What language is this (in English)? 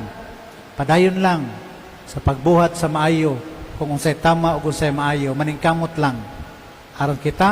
Cebuano